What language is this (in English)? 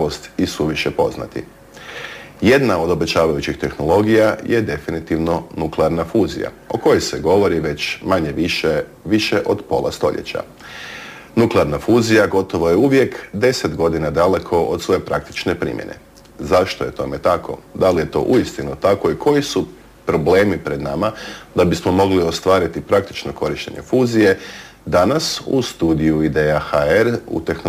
Croatian